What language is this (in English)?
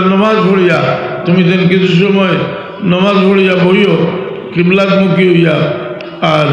Sylheti